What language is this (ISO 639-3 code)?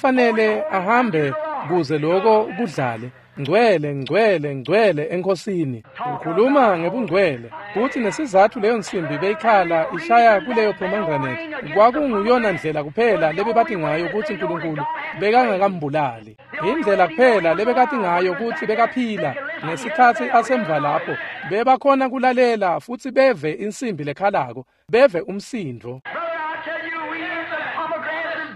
ssw